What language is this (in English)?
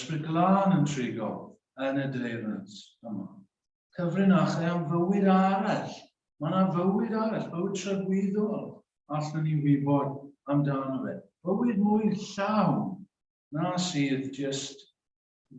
Welsh